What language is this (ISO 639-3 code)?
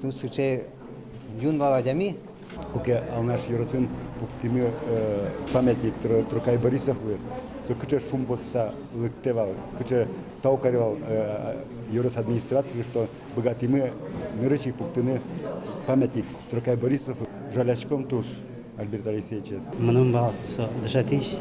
udm